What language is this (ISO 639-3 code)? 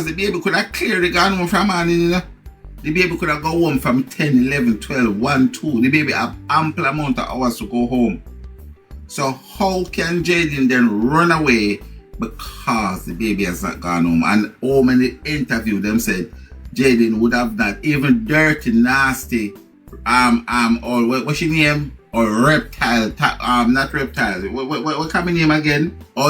jam